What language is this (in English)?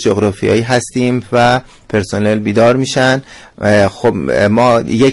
Persian